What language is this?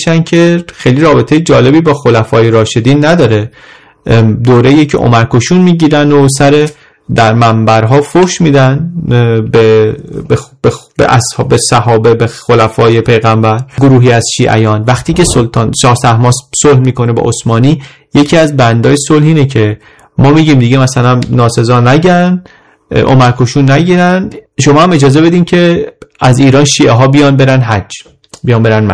Persian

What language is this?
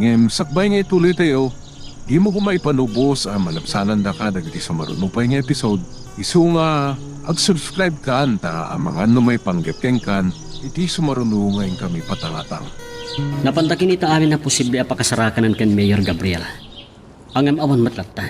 Iloko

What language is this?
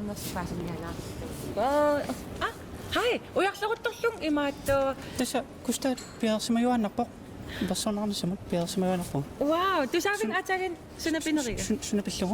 Kalaallisut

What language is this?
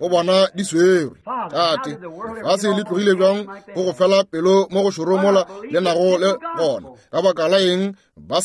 Northern Sotho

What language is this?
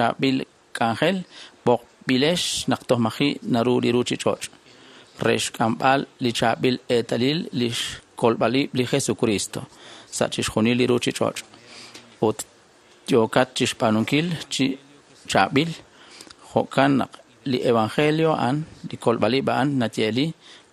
Kekchí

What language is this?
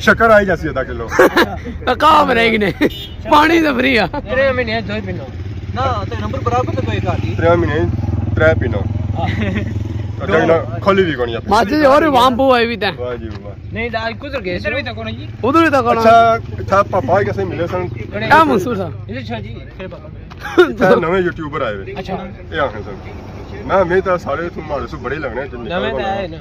Pahari-Potwari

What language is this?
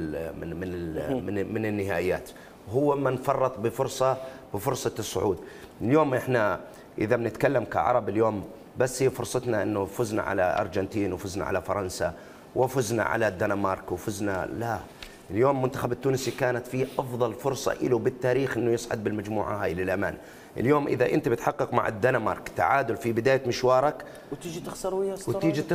Mesopotamian Arabic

